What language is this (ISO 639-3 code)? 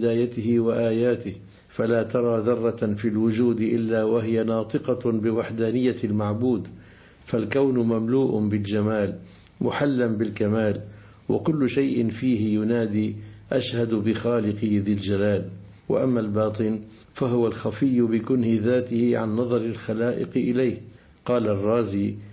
ara